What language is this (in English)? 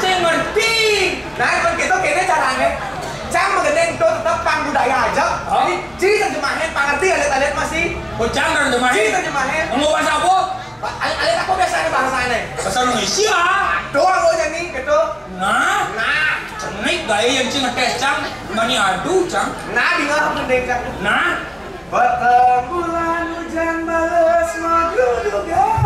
Balinese